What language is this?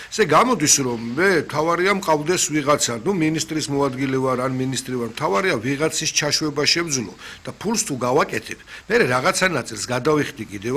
Georgian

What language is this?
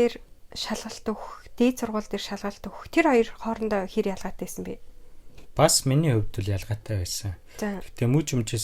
Mongolian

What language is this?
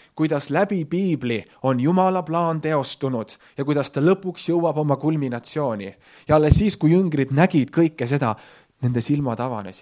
Estonian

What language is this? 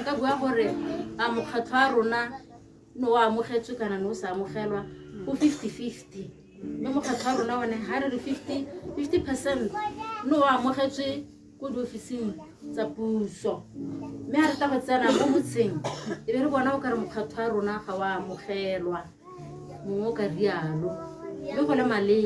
Tswana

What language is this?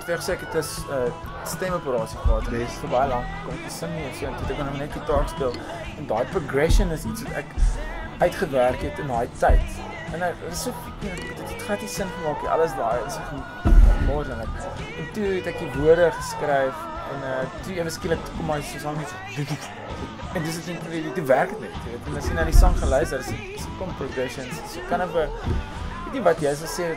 Afrikaans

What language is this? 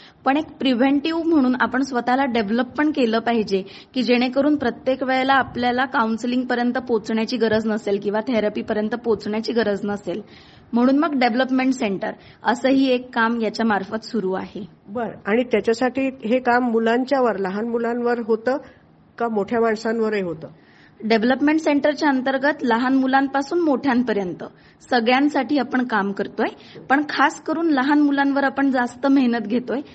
Marathi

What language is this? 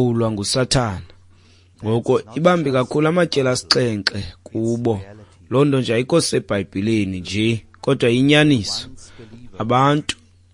Xhosa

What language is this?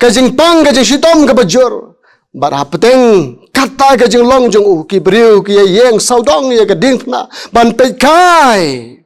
Khasi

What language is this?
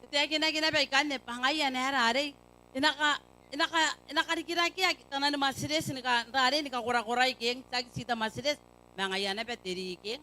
Gilbertese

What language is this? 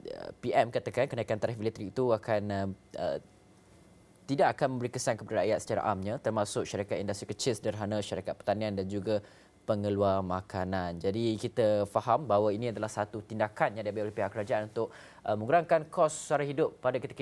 Malay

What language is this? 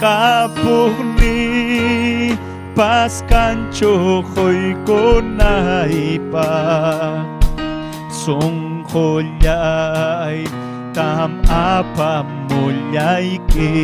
Ayacucho Quechua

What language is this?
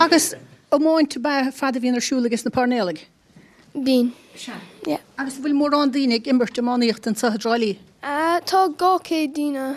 Irish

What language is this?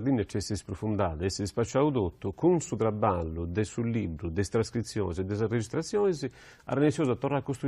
Sardinian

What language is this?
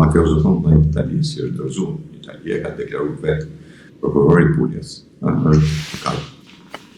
Albanian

